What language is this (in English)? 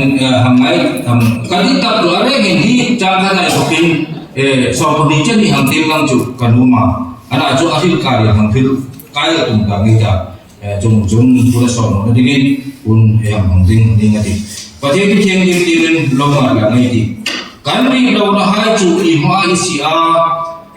Hmar